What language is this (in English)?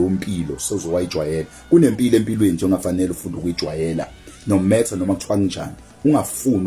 Zulu